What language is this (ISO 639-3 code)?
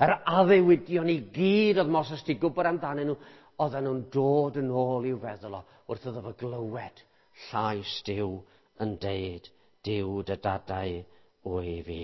cym